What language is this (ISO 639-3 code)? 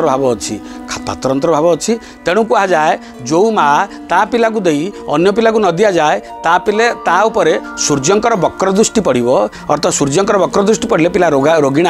ori